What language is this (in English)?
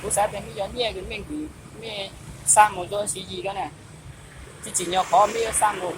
Hmong